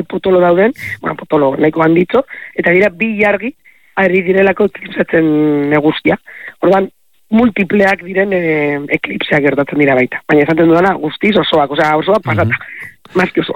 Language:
Basque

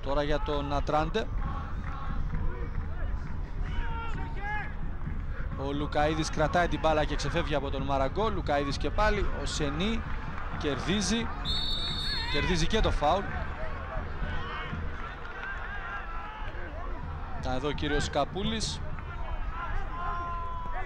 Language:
Greek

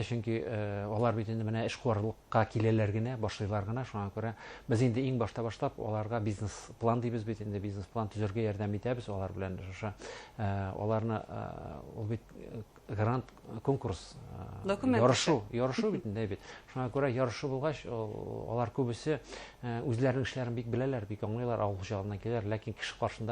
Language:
Bashkir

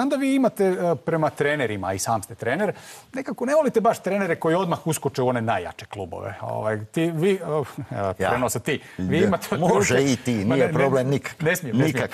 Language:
Bosnian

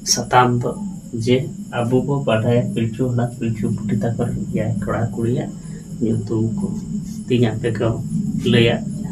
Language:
Santali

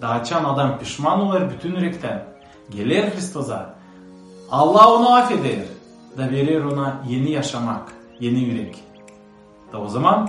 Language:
Gagauz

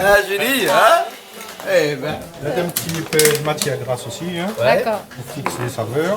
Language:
Réunion Creole French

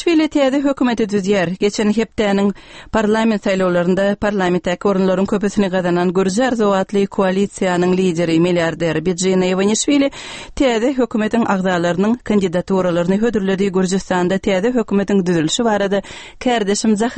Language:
Turkmen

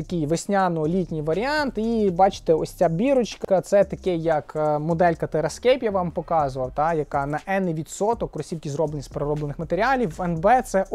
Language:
Ukrainian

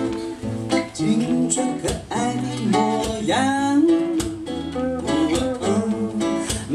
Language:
Chinese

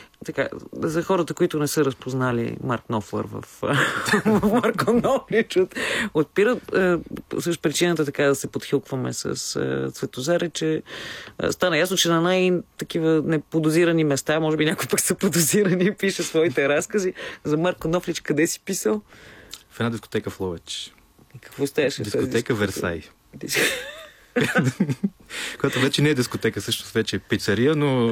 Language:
Bulgarian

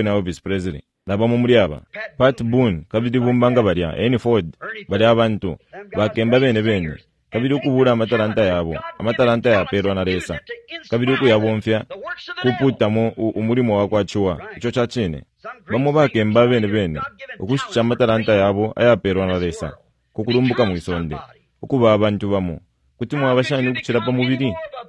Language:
Bemba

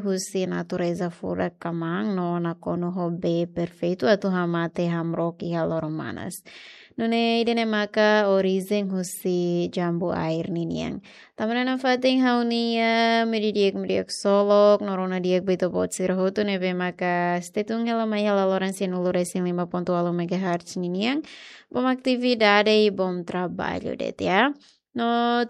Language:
Tetum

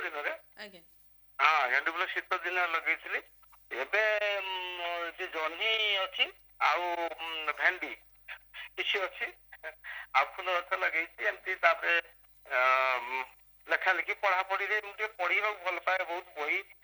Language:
Odia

